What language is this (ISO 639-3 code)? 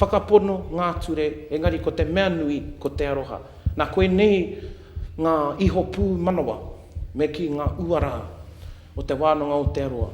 mri